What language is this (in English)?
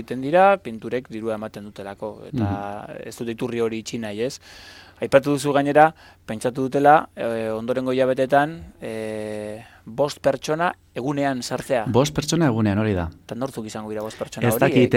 Basque